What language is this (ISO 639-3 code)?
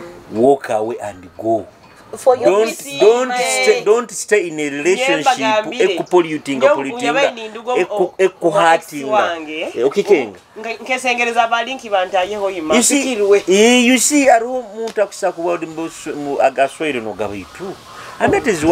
nyo